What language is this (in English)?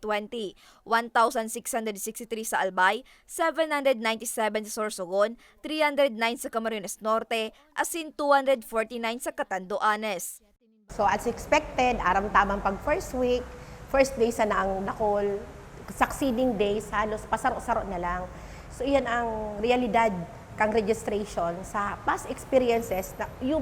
Bikol